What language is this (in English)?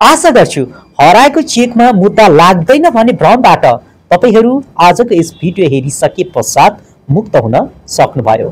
Nepali